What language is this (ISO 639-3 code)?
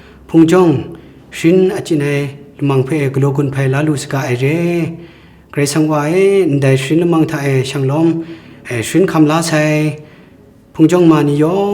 kac